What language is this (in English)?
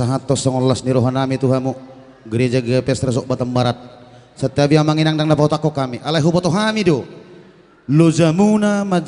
Batak Simalungun